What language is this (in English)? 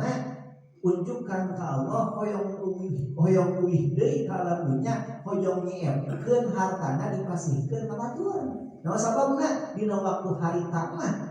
Sundanese